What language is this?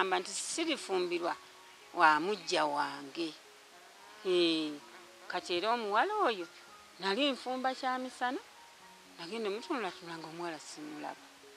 Ganda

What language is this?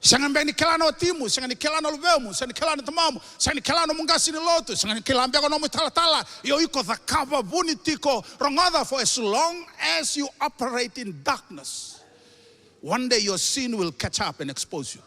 Fijian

